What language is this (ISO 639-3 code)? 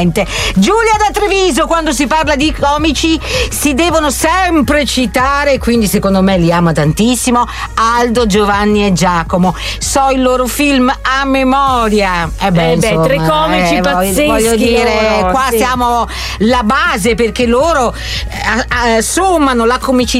ita